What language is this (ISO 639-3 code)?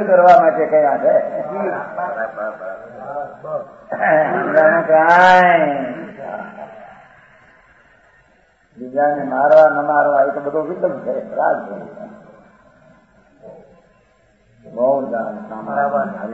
guj